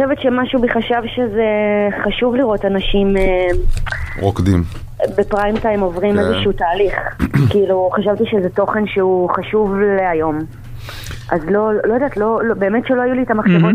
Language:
Hebrew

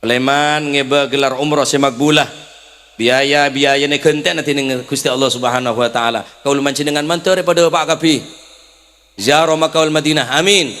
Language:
Madurese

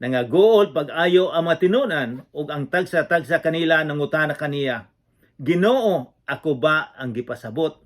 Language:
Cebuano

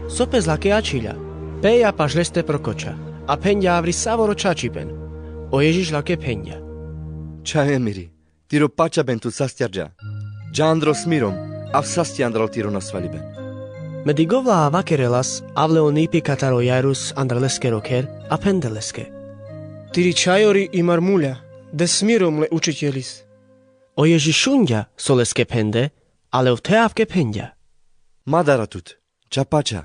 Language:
Carpathian Romani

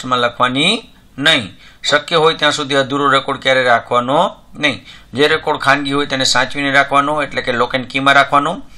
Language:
Gujarati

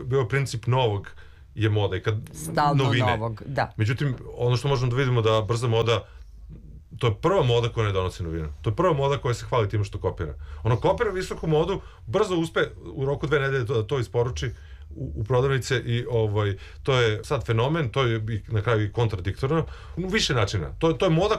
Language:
Serbian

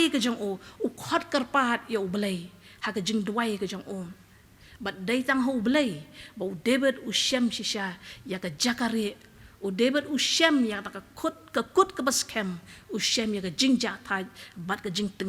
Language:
Khasi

